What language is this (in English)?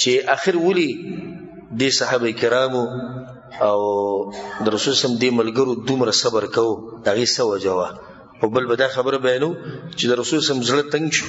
Pashto